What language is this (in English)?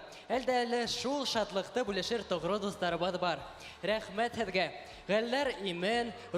Bashkir